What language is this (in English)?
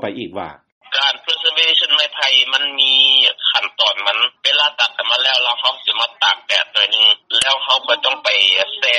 Lao